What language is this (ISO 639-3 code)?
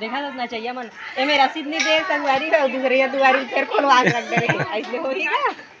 hne